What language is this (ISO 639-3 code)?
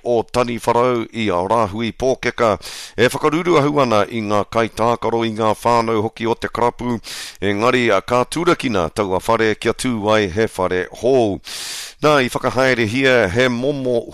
mri